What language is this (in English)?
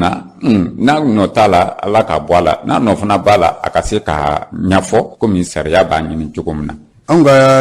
Bambara